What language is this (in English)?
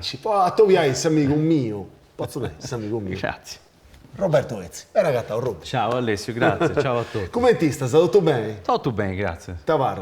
Sardinian